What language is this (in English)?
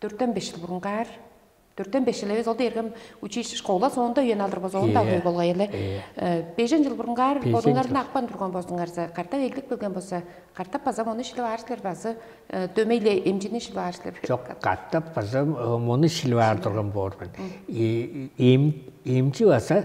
Tuvinian